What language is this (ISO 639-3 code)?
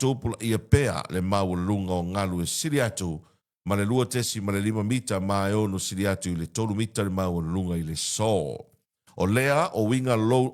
smo